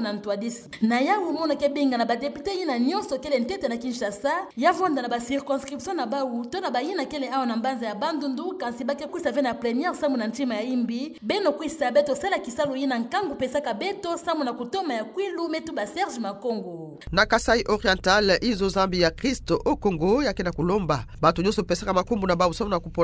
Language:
Kituba (Democratic Republic of Congo)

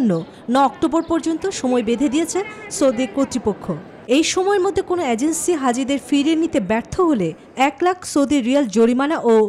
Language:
Bangla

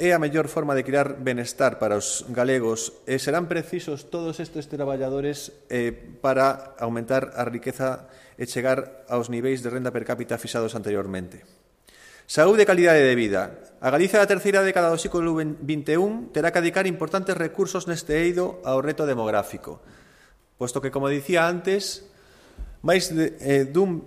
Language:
Galician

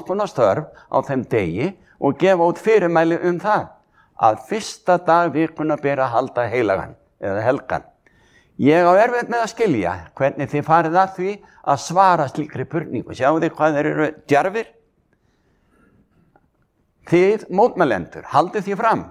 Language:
Icelandic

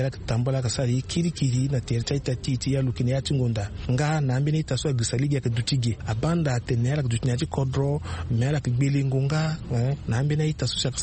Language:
Sango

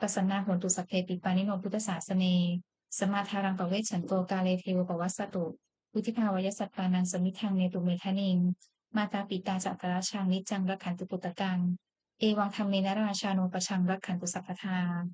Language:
Pali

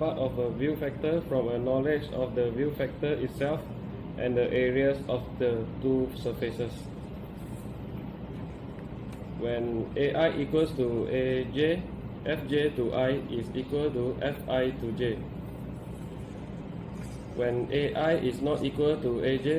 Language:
English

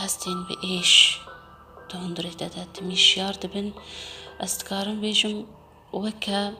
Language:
Kurdish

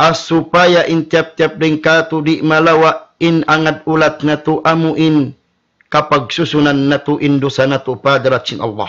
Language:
Tausug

